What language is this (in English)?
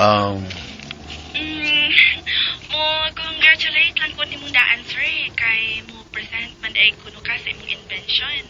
Cebuano